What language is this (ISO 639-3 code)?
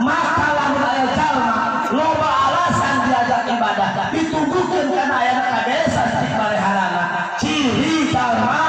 sun